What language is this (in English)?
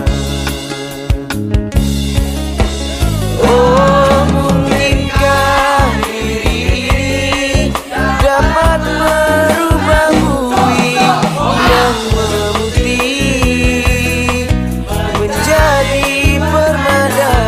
Indonesian